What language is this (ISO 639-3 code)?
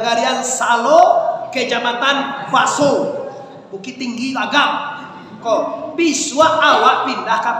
min